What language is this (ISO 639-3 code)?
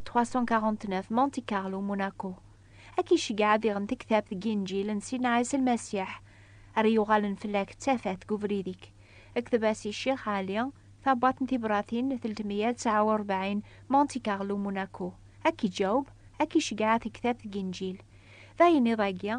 kab